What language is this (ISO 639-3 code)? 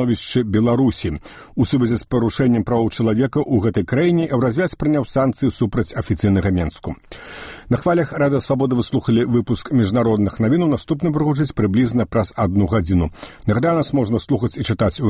bel